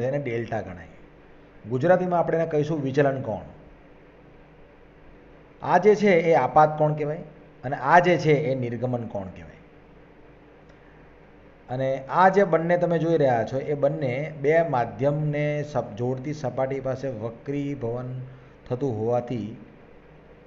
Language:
Gujarati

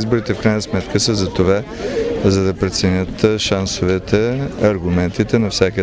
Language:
Bulgarian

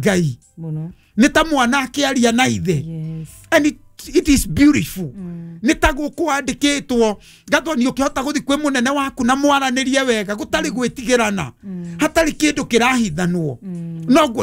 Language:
Kikuyu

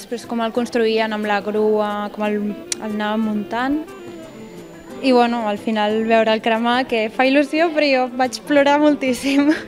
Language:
Catalan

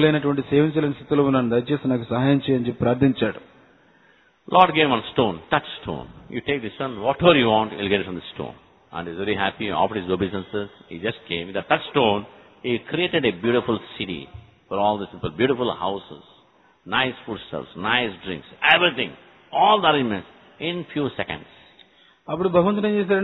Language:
Telugu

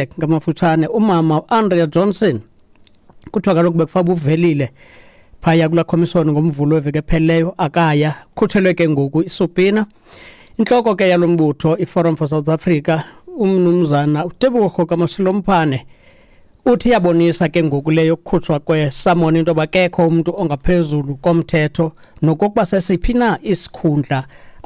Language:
Xhosa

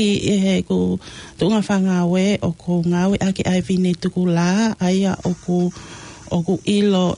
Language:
Tongan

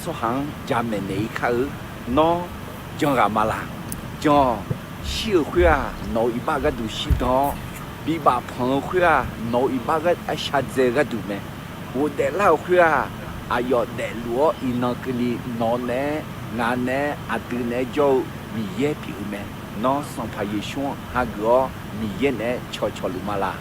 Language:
Akha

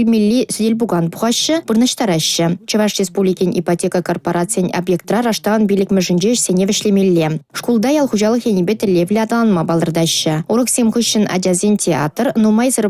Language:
Chuvash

